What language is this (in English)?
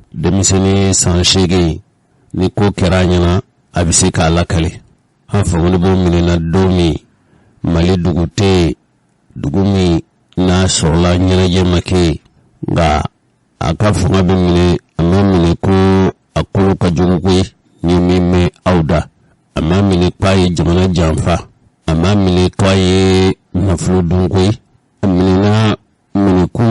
Bambara